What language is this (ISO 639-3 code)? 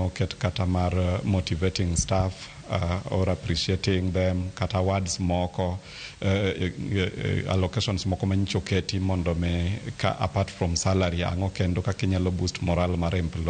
luo